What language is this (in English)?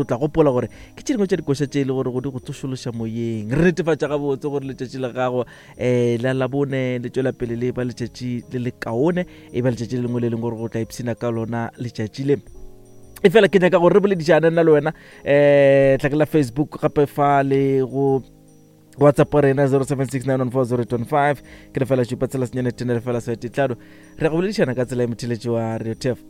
Northern Sotho